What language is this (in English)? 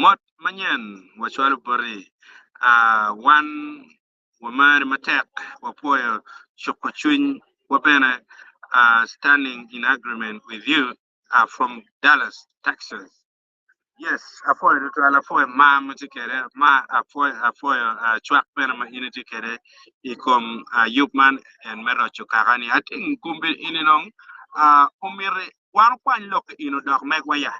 Acoli